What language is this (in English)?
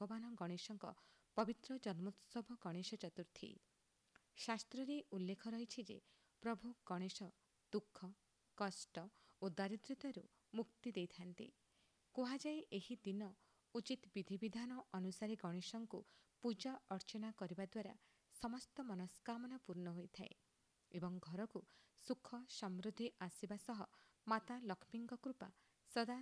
Odia